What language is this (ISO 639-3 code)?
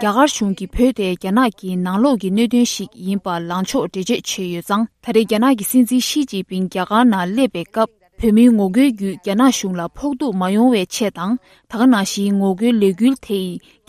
bod